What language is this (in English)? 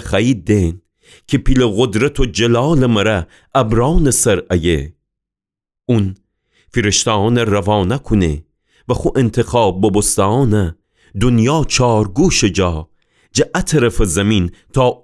Gilaki